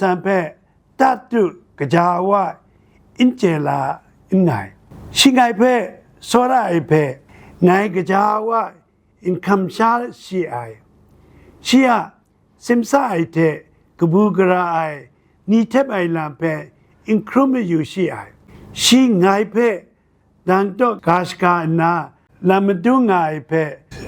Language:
Kachin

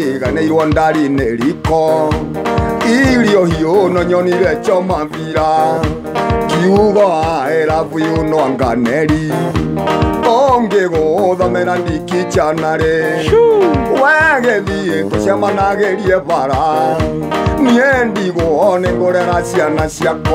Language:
Kikuyu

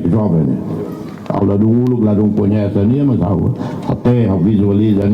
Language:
Tetum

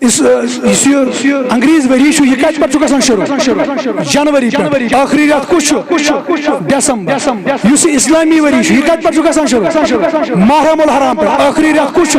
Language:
Kashmiri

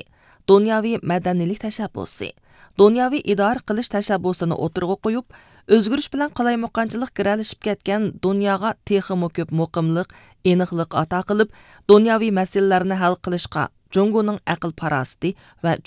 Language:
Uyghur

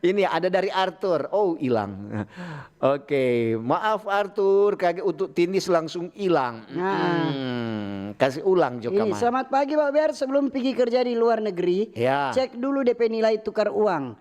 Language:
Manado Malay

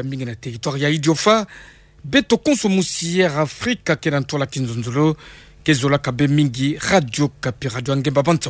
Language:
Kituba (Democratic Republic of Congo)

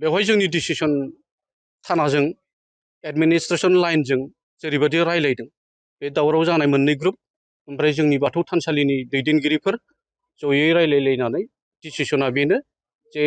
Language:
Bodo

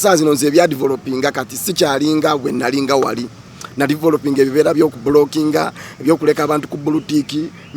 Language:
Ganda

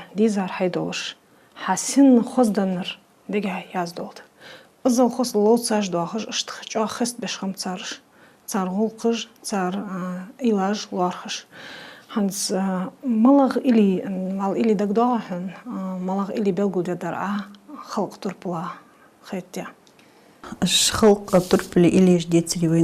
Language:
Ingush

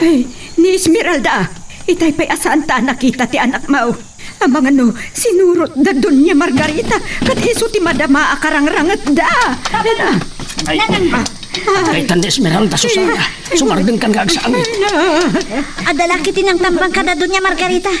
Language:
Iloko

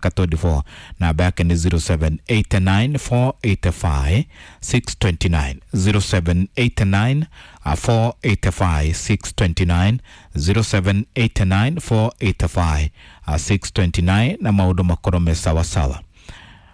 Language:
Kikuyu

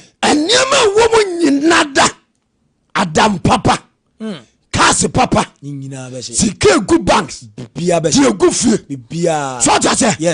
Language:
Akan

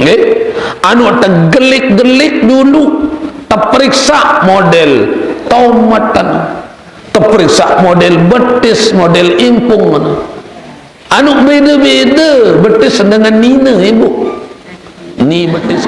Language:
Sasak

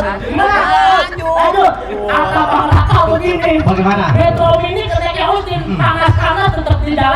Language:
Betawi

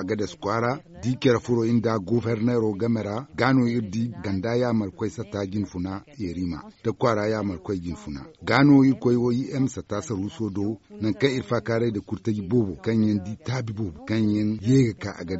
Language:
Zarma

